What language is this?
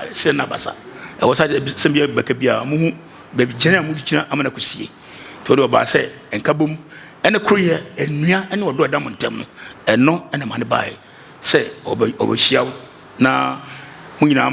Akan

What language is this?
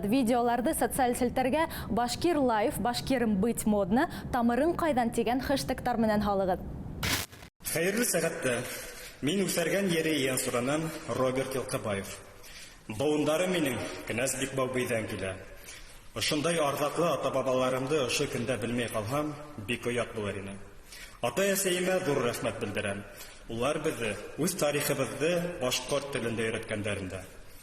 Bashkir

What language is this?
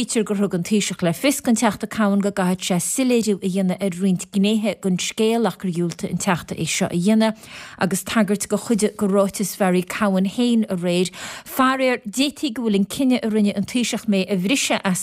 Irish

